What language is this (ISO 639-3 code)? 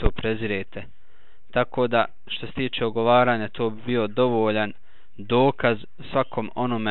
bos